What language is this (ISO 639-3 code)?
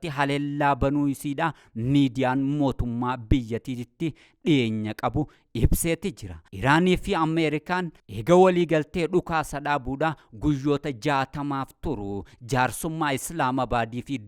orm